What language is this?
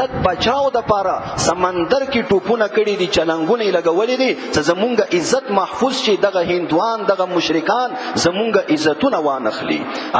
Pashto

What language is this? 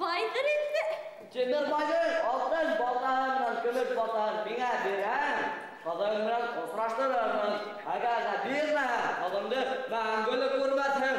Bashkir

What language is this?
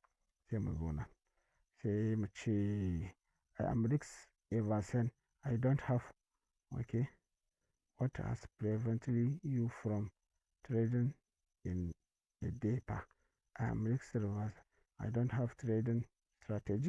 Hausa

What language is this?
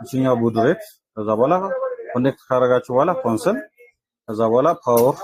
Amharic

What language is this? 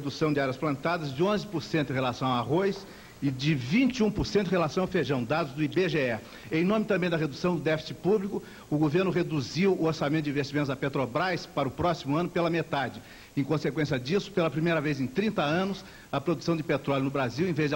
Portuguese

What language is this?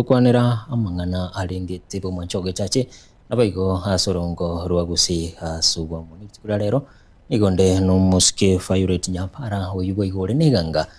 Gusii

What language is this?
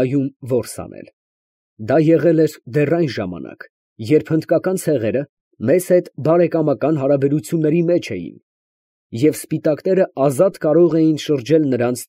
Armenian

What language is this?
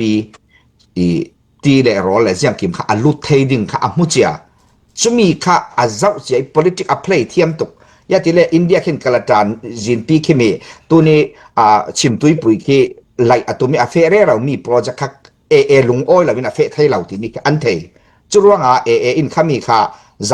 Falam Chin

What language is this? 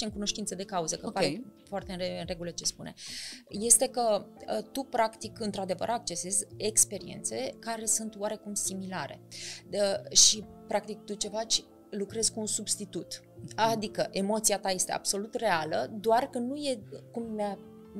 Romanian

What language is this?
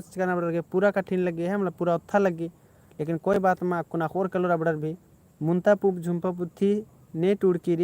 Kurukh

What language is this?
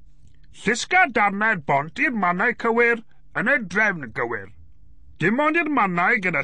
Welsh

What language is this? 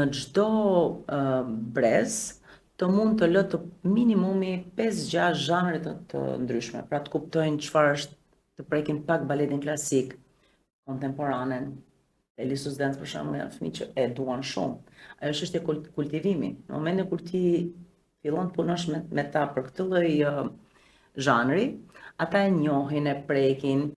Albanian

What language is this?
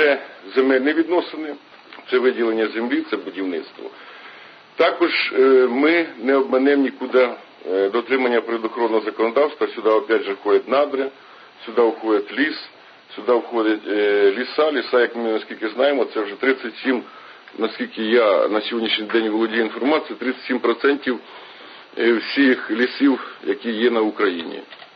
Ukrainian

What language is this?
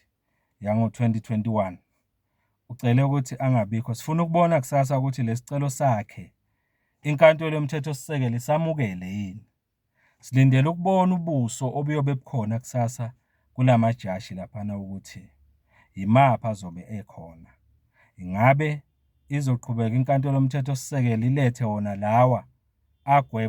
Zulu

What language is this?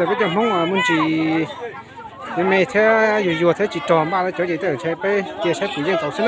Hmong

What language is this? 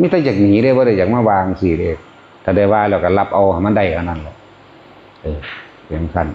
Northeastern Thai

